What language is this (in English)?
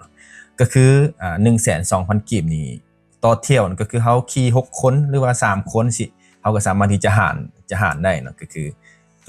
Lao